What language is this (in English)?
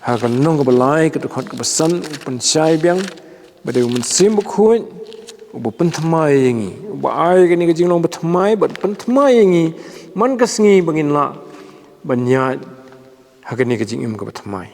Khasi